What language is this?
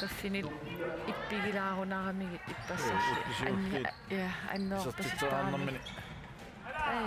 Kalaallisut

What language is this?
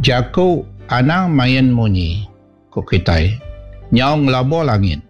Iban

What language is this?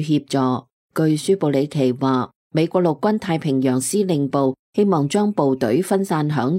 Cantonese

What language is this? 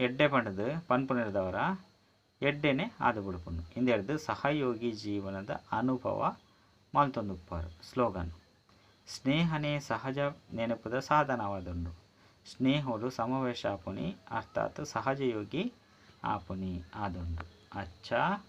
Tulu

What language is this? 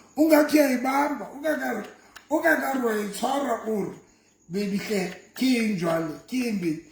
Southern Sotho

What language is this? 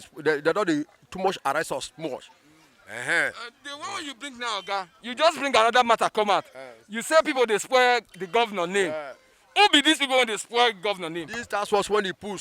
Nigerian Pidgin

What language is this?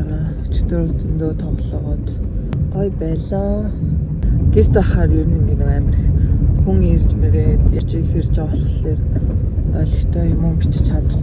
Mongolian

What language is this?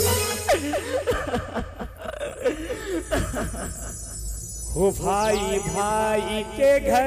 Chhattisgarhi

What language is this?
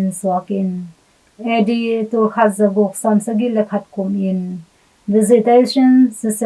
Tedim Chin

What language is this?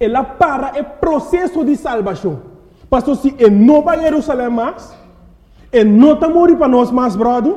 Papiamento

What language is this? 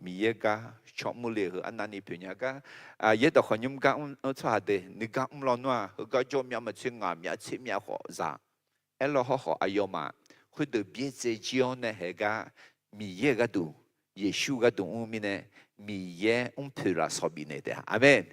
Akha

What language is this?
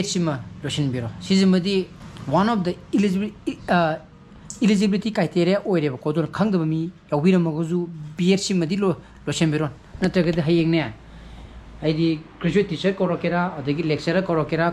Manipuri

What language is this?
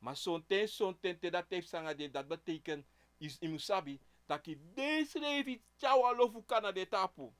Sranan Tongo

